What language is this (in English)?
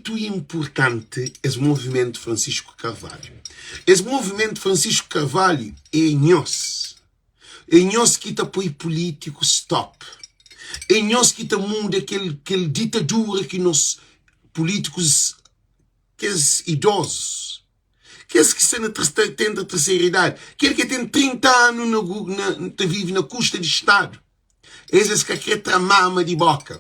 Kabuverdianu